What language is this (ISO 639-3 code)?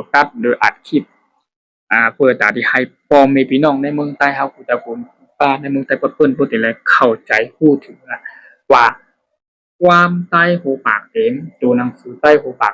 shn